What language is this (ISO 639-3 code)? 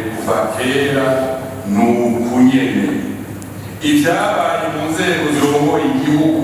run